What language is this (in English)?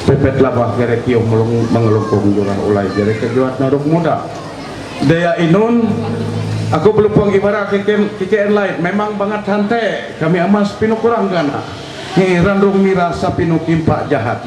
Ma'anyan